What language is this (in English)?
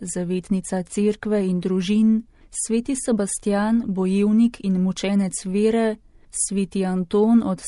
Slovenian